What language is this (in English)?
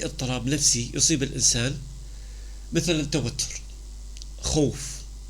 North Levantine Arabic